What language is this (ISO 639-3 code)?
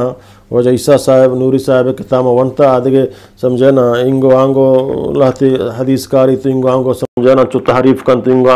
bgp